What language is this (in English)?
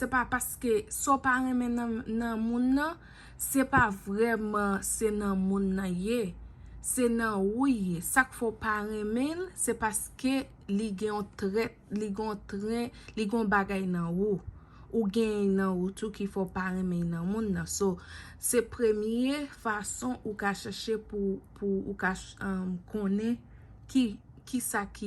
Haitian Creole